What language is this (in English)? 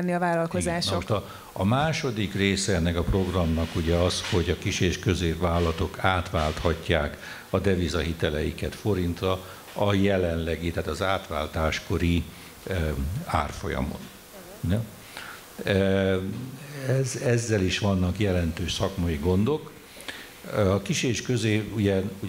Hungarian